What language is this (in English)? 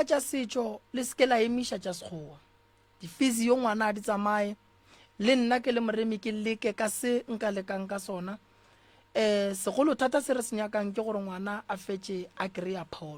Northern Sotho